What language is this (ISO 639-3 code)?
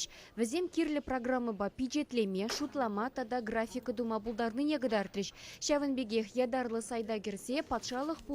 chv